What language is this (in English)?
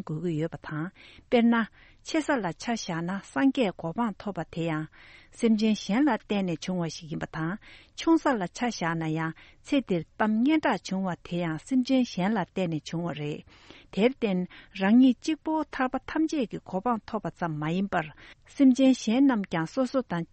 Tibetan